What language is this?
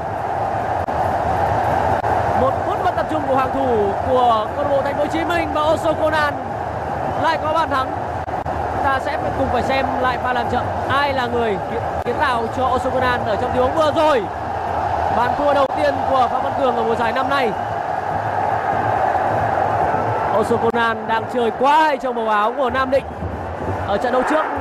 Vietnamese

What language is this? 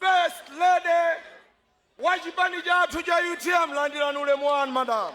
Nyanja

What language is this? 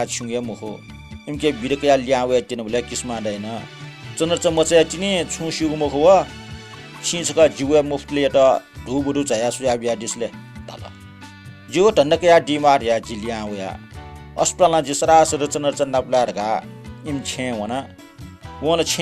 Newari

